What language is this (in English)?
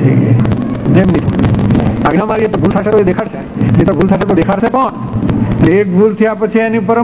Gujarati